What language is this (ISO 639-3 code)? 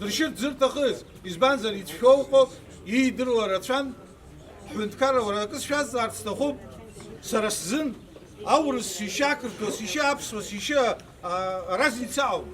abk